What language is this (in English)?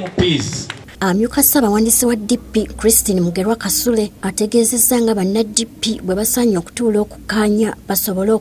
Ganda